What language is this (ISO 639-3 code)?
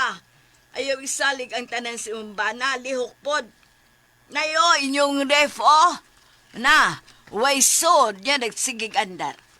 ceb